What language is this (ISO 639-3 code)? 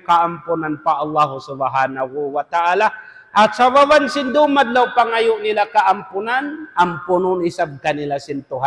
tsg